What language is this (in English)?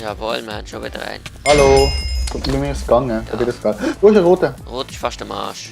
Swiss German